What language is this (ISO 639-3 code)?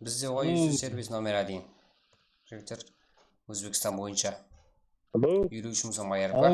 kaa